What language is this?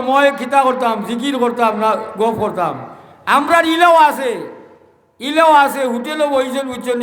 Sylheti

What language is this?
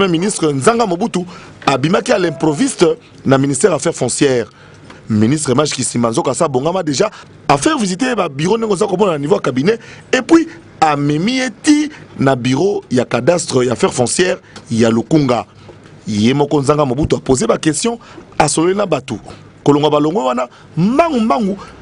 Lingala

